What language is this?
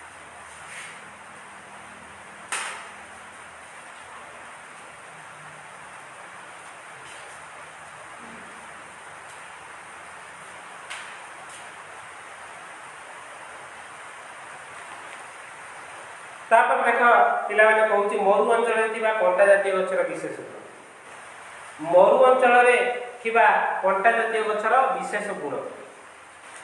Odia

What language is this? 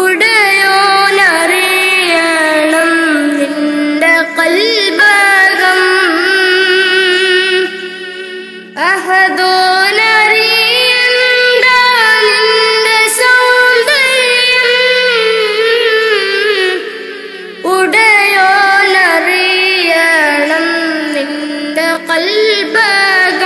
Malayalam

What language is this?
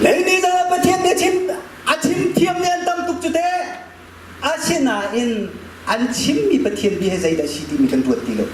Hakha Chin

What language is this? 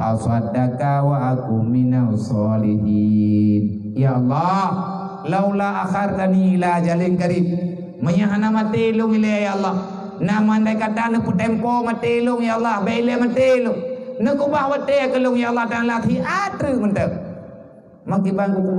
Achinese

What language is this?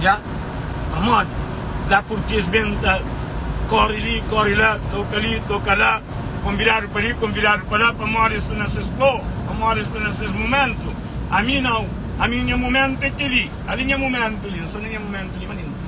Kabuverdianu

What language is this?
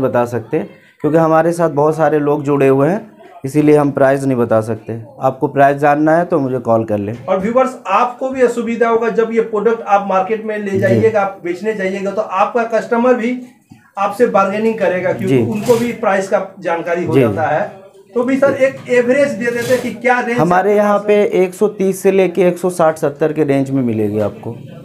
Hindi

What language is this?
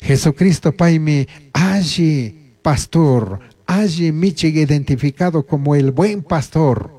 Chimborazo Highland Quichua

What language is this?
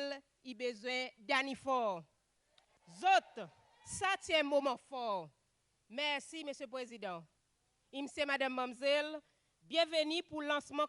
Seselwa Creole French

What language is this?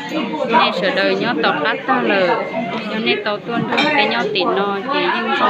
Hmong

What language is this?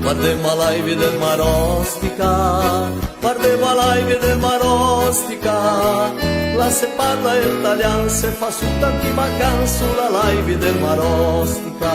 Venetian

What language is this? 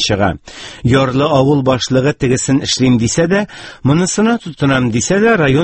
Tatar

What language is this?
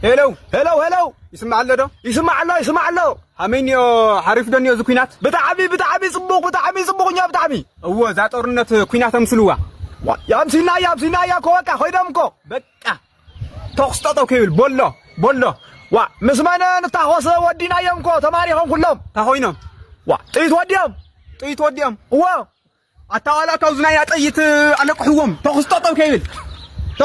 Tigrinya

